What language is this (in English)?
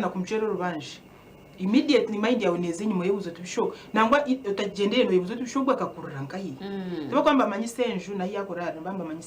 Nyankole